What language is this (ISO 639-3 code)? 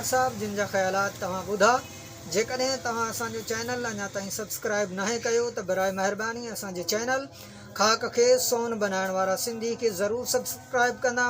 snd